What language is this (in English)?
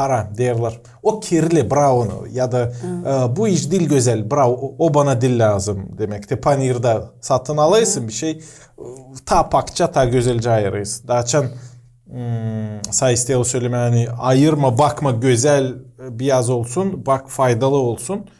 Gagauz